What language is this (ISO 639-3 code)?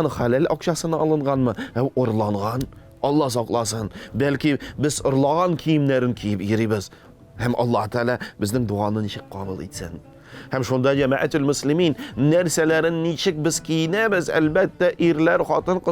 tat